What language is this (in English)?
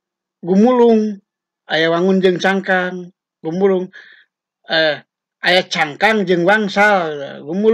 Sundanese